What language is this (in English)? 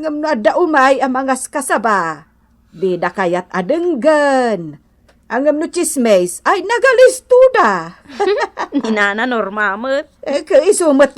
Iloko